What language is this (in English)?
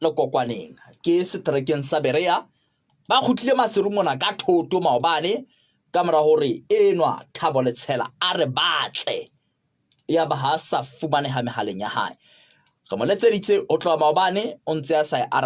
Southern Sotho